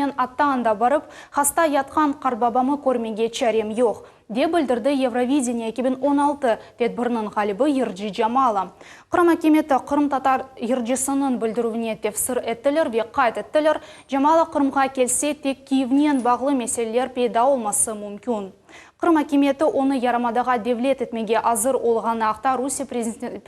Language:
Crimean Tatar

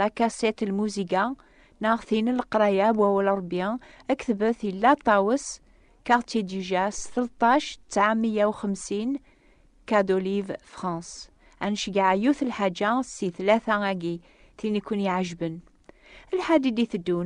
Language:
Kabyle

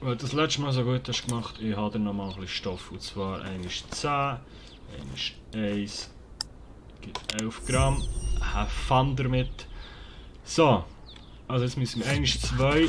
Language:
Swiss German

